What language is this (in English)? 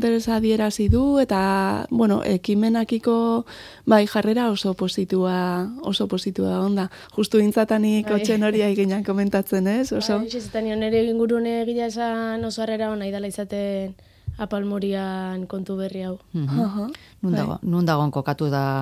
Basque